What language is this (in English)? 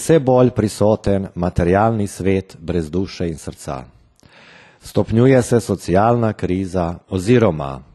Slovenian